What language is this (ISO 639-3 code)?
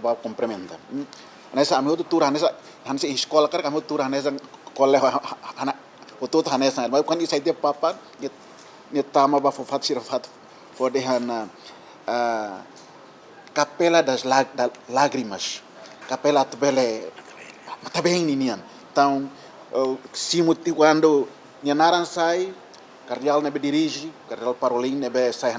tet